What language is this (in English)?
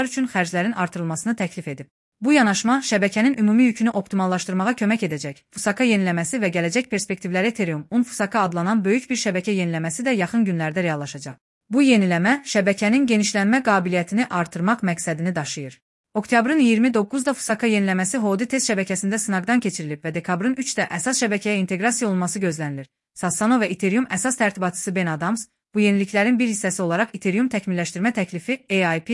Azerbaijani